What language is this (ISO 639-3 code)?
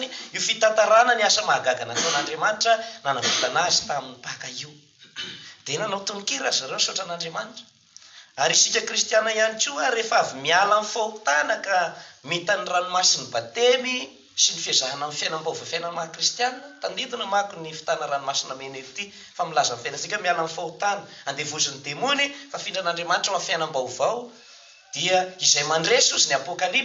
mlg